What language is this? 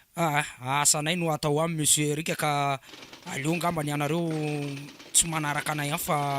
Malagasy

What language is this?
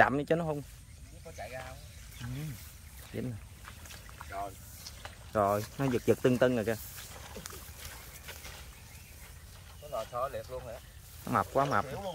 Vietnamese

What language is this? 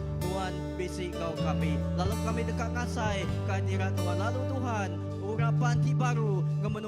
Iban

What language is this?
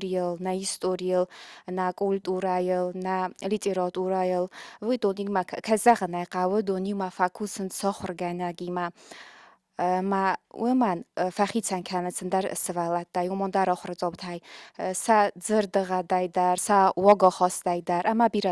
Ossetic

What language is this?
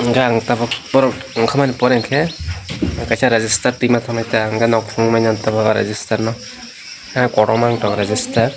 Kok Borok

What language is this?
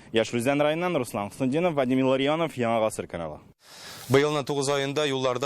Tatar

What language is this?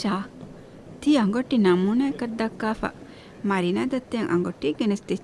Divehi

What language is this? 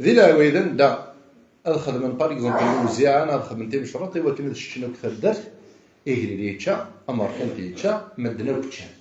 Kabyle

